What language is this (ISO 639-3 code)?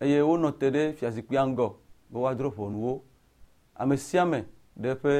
ewe